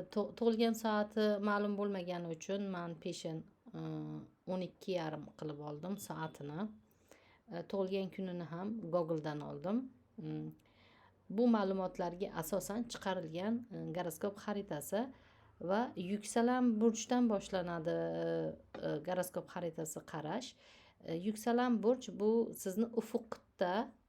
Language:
Uzbek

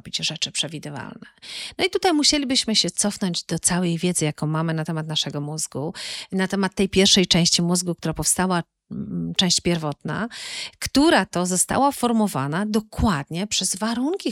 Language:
Polish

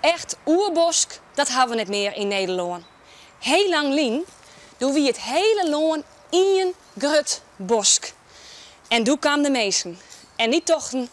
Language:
Western Frisian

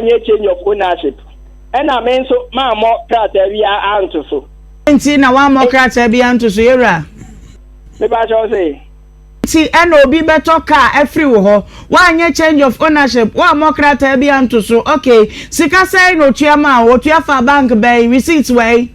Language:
Akan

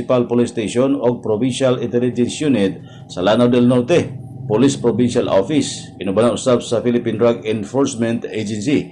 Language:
Cebuano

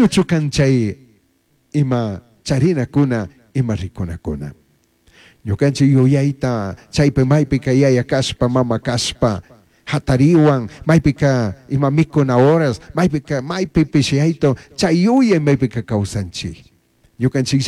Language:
Chimborazo Highland Quichua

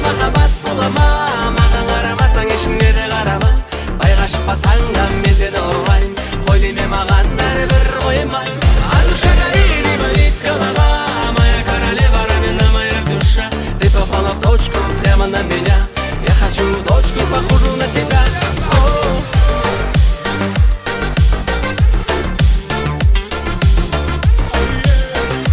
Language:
Kazakh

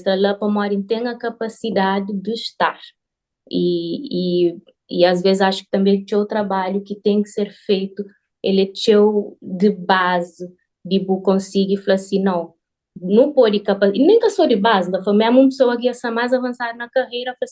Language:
Kabuverdianu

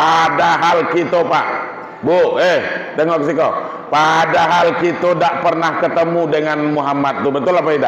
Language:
Minangkabau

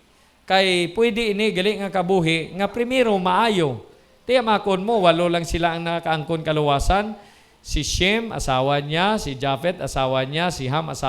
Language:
Hiligaynon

